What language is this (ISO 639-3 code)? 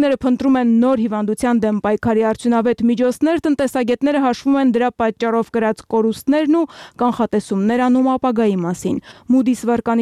hye